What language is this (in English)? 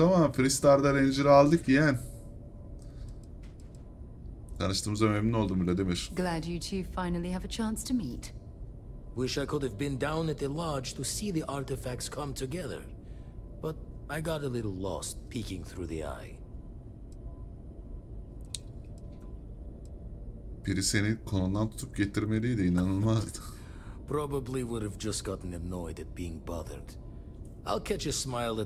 Turkish